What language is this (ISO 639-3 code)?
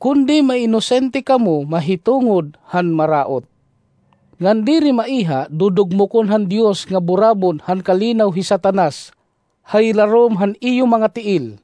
war